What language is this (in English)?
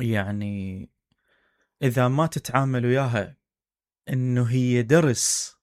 Mesopotamian Arabic